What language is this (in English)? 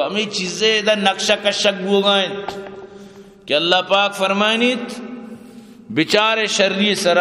Eastern Balochi